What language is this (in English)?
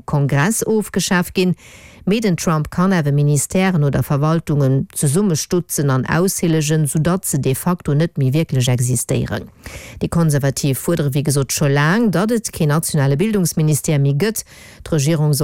Luxembourgish